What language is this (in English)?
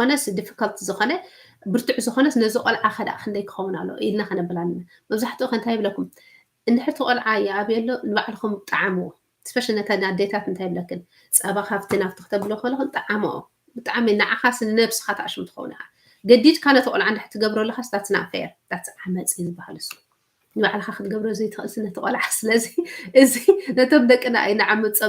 Tigrinya